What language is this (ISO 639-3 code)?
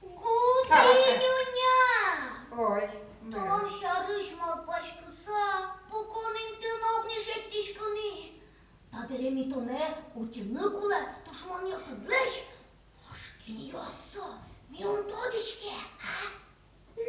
udm